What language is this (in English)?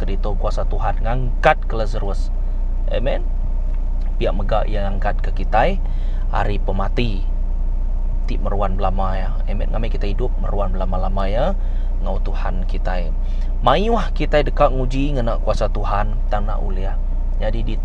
Iban